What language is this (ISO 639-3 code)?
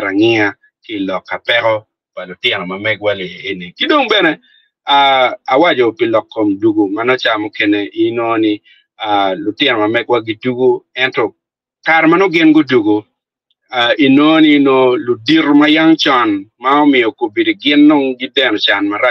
ach